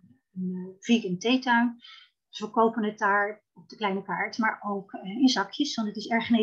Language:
Dutch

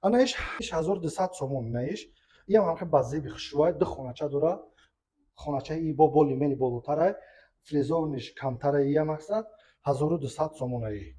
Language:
Tajik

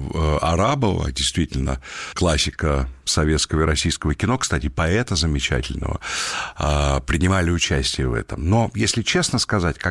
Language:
Russian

